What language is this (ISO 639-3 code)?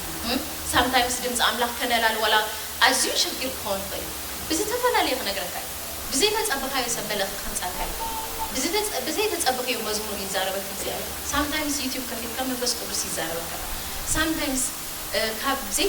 tir